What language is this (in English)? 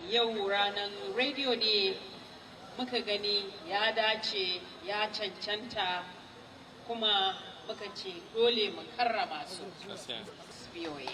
Hausa